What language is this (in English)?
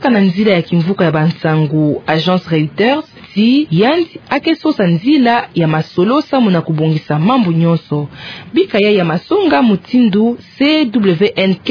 Kituba (Democratic Republic of Congo)